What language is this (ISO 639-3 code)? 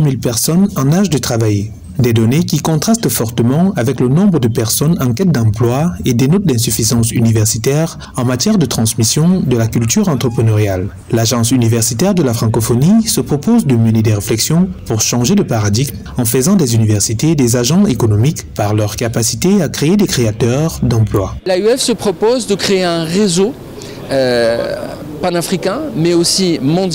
fra